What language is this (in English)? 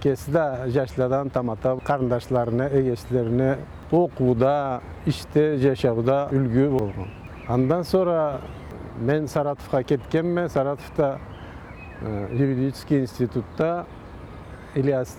Karachay-Balkar